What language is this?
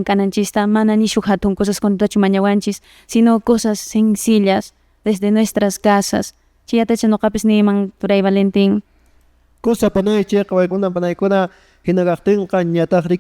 Quechua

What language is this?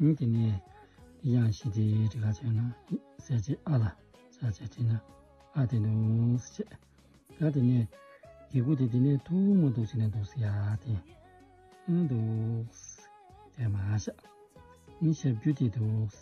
Tibetan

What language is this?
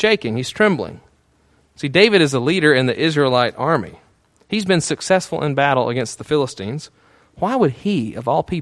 English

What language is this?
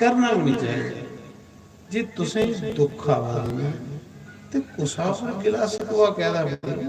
Dogri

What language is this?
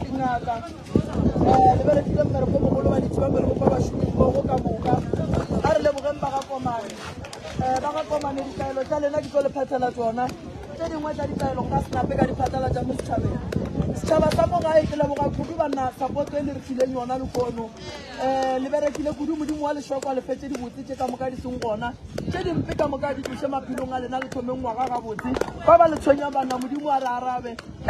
Northern Sotho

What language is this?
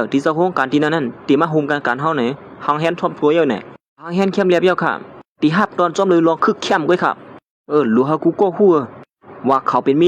Shan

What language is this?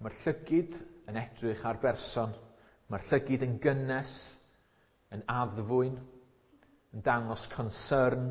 Welsh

